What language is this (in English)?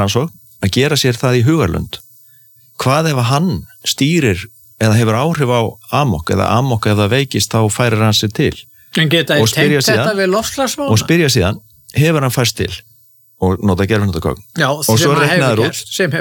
Icelandic